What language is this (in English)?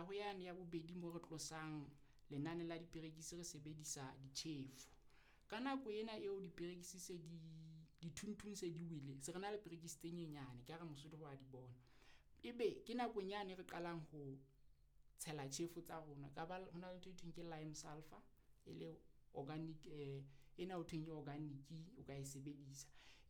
Southern Sotho